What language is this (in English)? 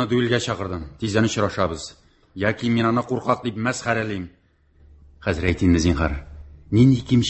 Tatar